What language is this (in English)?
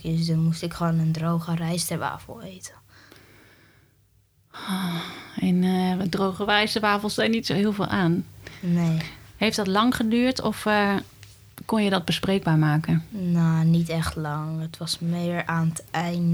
Dutch